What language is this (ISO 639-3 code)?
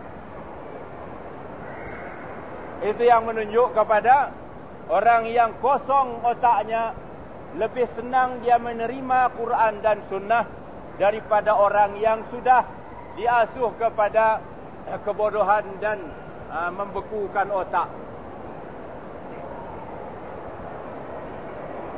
msa